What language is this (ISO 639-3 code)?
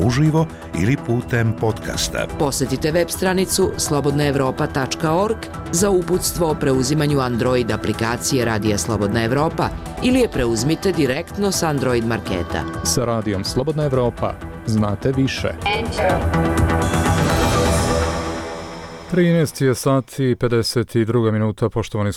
bos